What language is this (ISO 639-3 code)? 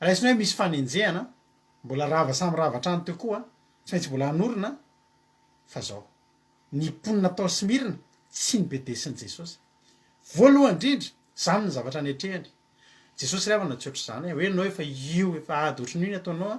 mlg